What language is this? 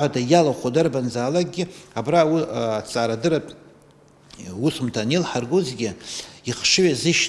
Abkhazian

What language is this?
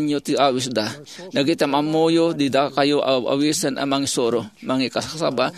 Iloko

